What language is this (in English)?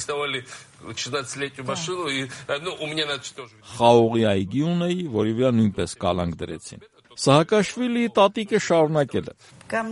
Armenian